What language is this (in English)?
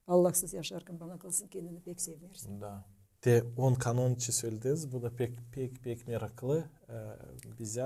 Gagauz